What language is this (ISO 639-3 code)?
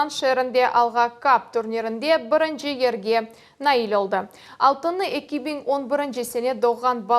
crh